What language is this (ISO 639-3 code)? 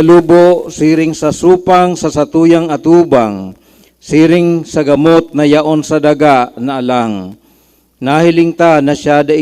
bik